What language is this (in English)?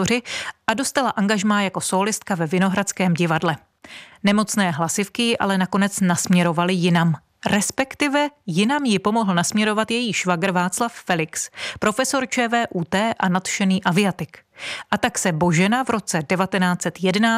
Czech